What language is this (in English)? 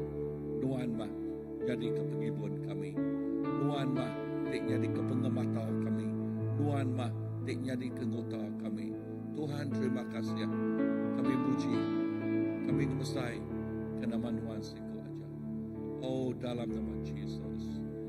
Iban